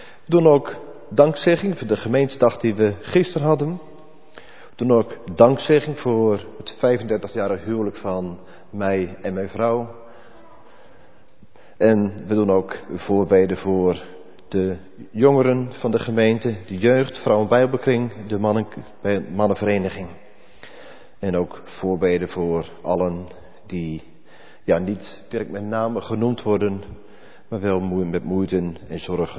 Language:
Dutch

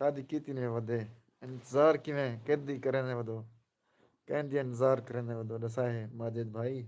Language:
Saraiki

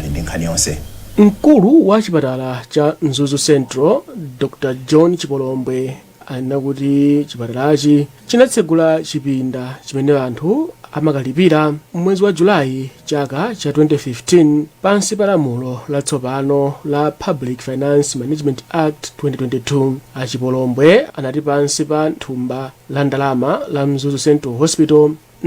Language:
Nyanja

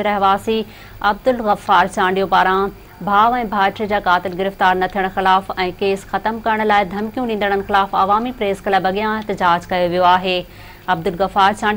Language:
Sindhi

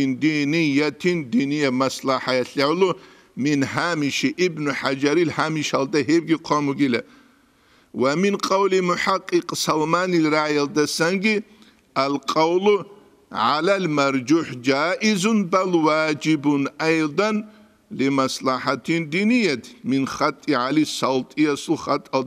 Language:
Avaric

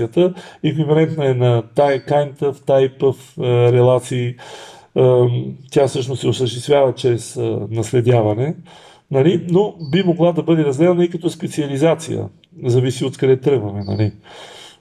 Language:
Bulgarian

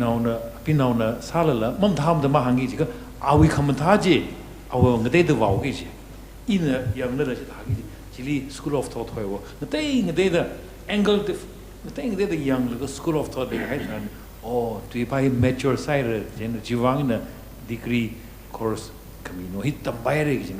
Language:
Tangkhul Naga (India)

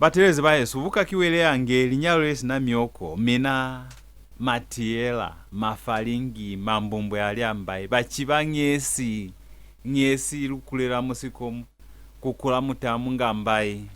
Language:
Lozi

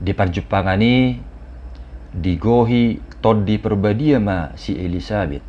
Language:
Batak Toba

